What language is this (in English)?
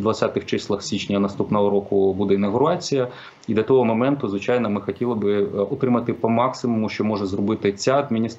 Ukrainian